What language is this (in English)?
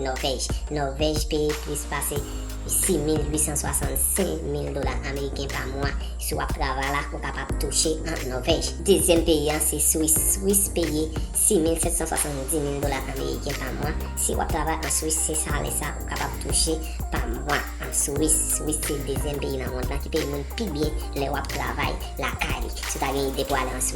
Haitian Creole